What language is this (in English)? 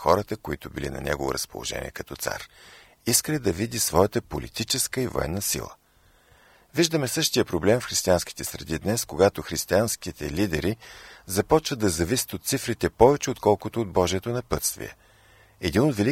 Bulgarian